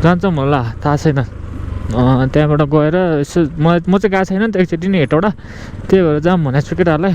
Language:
Nepali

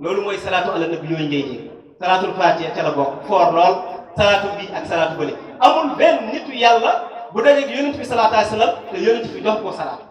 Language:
Wolof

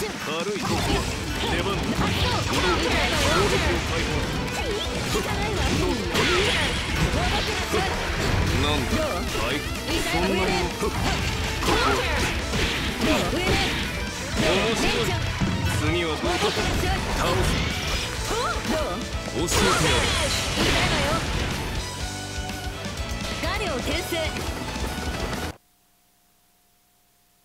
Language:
Japanese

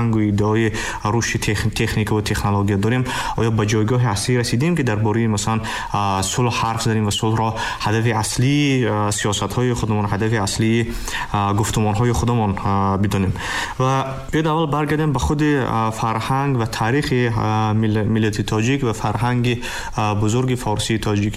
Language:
Tajik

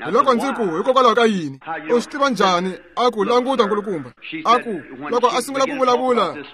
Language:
Tsonga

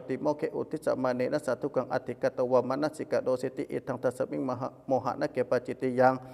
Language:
Pali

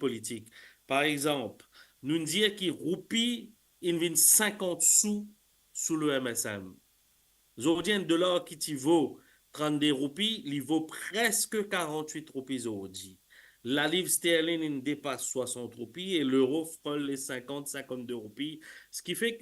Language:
Morisyen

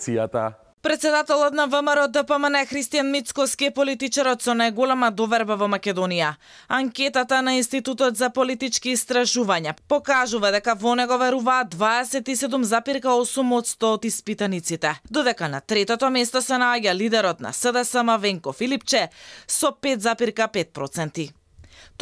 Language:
Macedonian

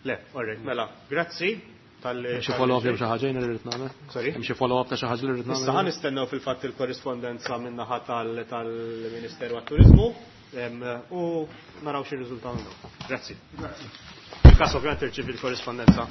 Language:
Maltese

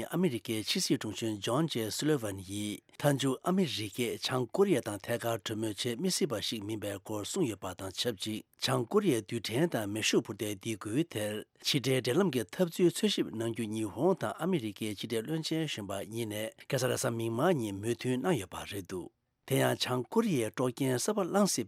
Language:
Tibetan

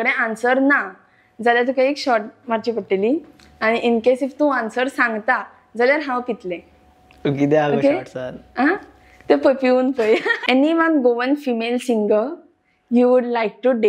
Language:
Konkani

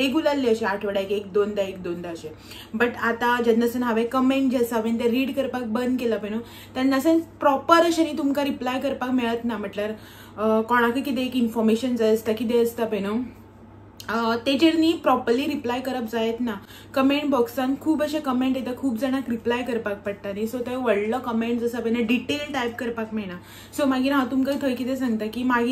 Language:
Konkani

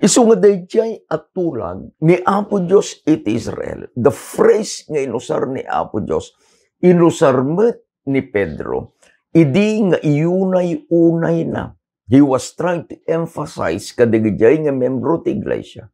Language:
Iloko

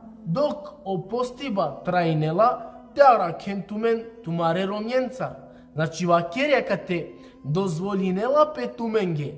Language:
Balkan Romani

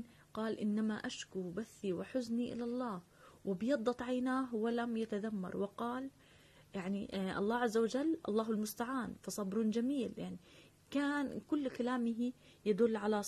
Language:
Arabic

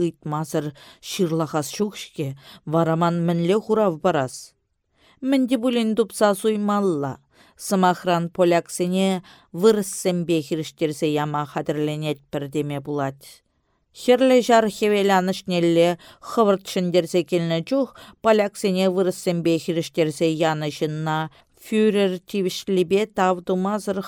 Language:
Chuvash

